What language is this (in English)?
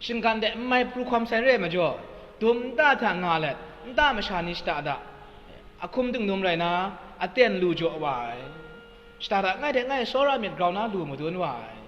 Kachin